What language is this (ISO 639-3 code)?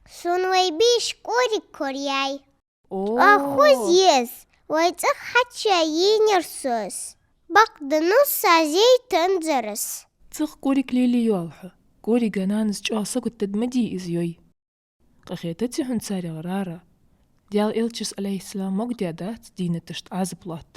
inh